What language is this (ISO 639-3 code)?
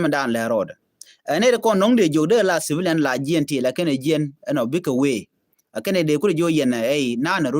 nus